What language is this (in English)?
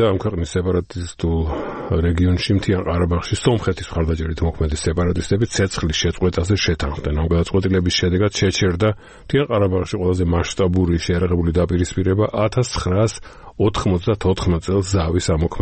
Georgian